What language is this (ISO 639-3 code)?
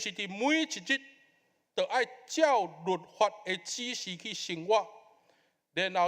nan